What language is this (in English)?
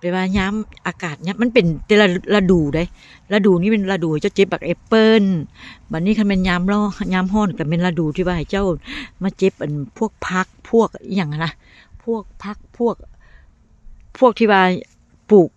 Northeastern Thai